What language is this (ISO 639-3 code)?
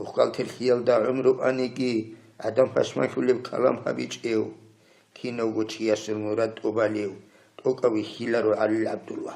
ava